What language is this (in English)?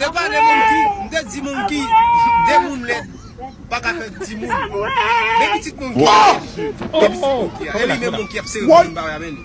Haitian Creole